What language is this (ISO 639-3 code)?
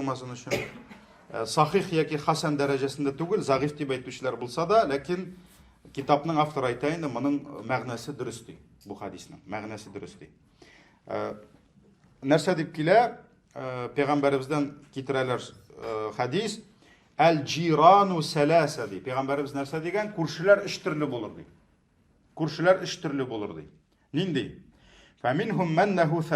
tat